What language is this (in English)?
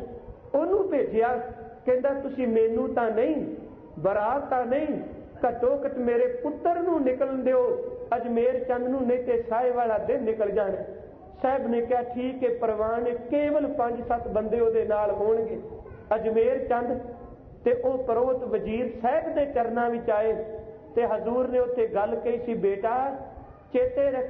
Punjabi